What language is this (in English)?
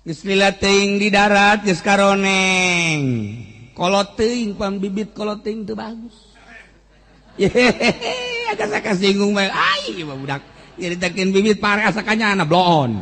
Sundanese